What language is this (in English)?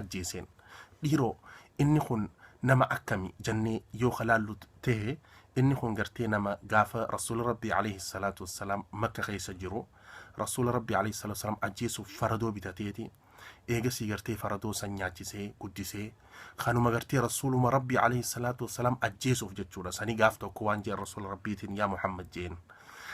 Oromo